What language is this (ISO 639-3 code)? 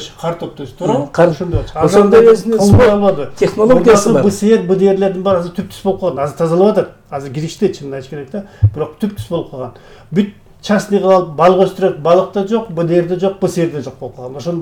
kir